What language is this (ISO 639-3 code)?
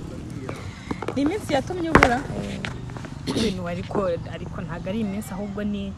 kin